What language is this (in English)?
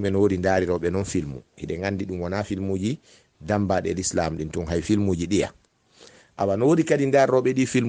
Fula